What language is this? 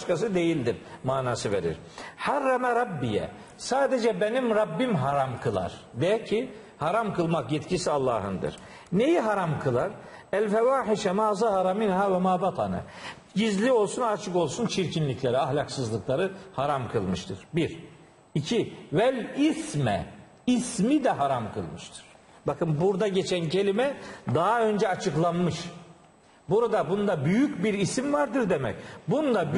Turkish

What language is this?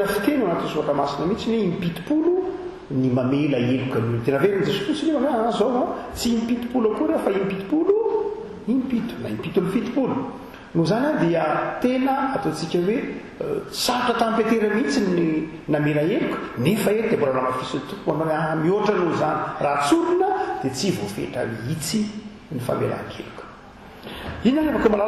Malagasy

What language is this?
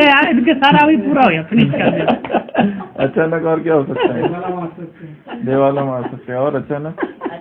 Hindi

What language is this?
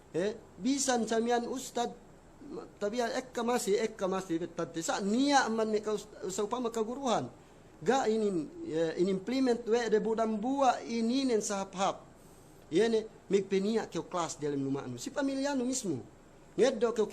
Yakan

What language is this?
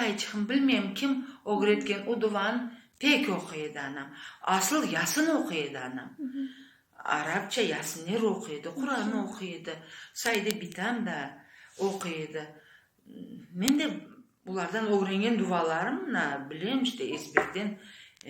Crimean Tatar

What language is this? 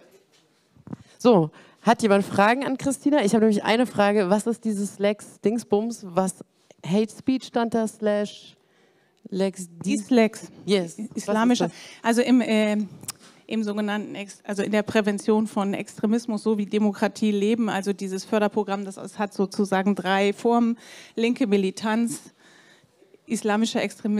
German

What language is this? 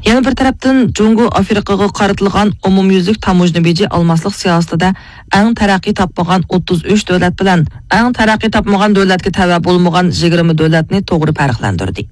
Uyghur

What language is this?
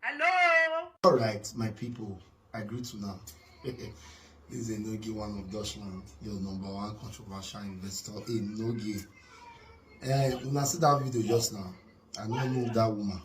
Nigerian Pidgin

